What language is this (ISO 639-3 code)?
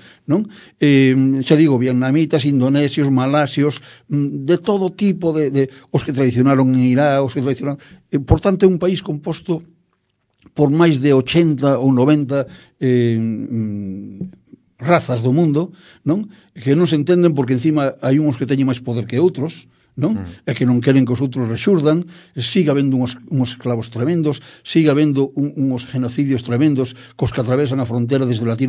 glg